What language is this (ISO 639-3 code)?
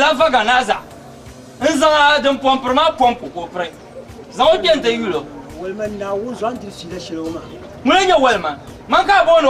dag